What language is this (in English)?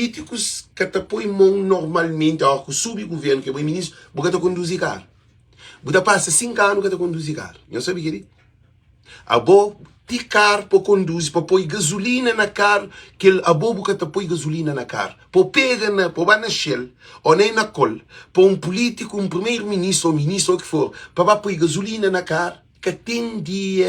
Kabuverdianu